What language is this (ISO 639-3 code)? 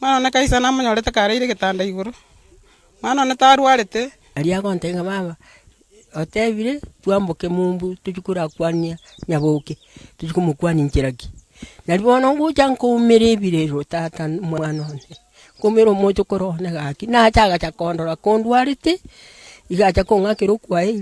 guz